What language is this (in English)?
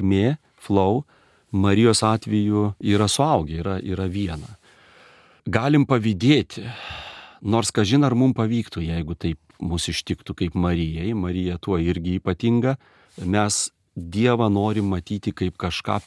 Lithuanian